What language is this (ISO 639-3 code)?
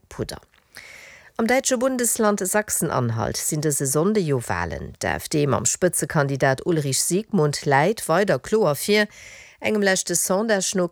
ltz